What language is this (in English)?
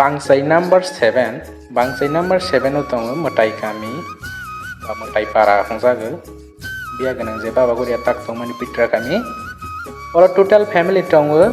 Kok Borok